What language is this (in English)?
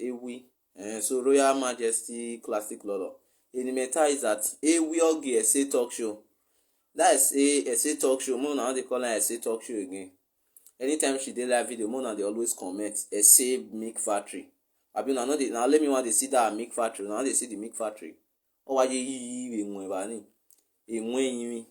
Nigerian Pidgin